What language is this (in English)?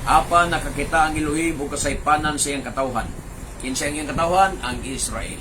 Cebuano